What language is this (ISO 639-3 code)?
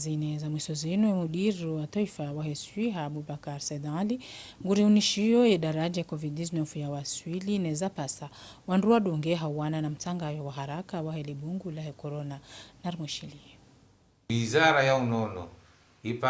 zdj